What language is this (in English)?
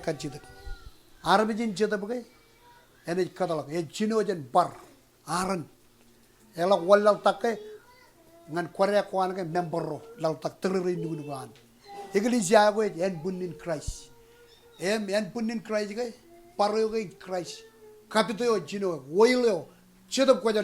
Marshallese